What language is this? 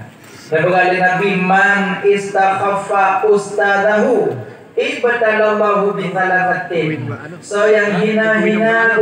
Achinese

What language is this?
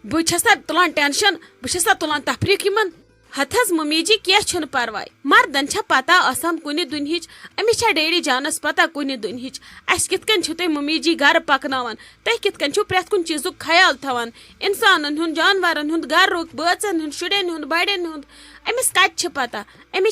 Kashmiri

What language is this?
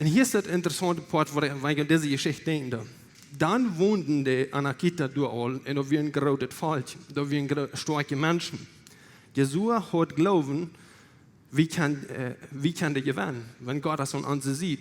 Plautdietsch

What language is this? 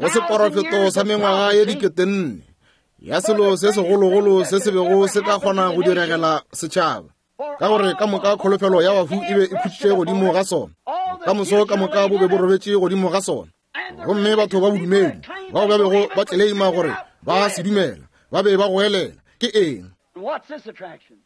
Northern Sotho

